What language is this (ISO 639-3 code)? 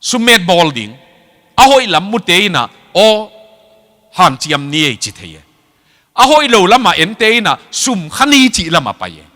ctd